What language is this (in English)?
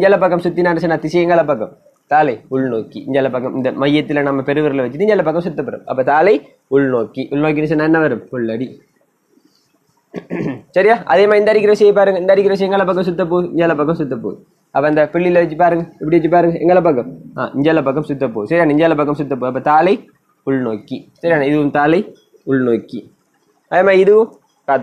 Tamil